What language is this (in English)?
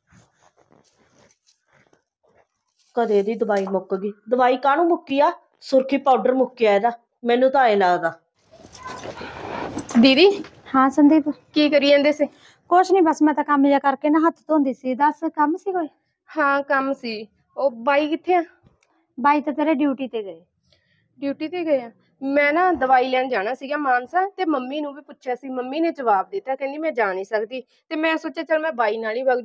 Punjabi